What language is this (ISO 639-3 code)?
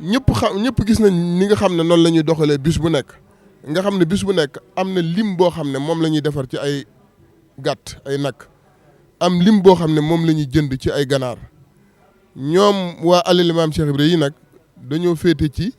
wol